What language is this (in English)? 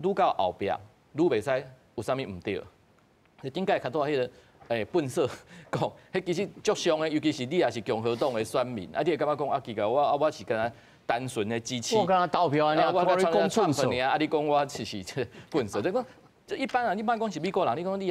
Min Nan Chinese